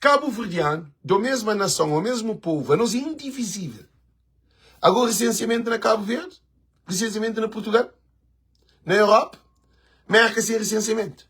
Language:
Kabuverdianu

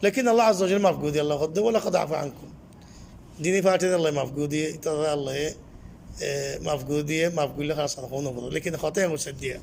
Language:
Rohingya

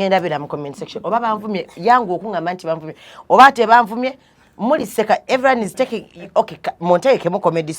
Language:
Ganda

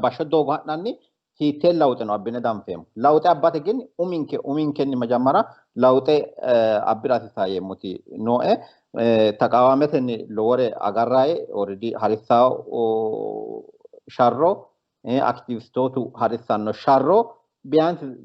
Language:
Sidamo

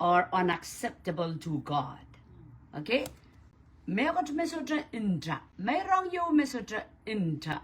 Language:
Pohnpeian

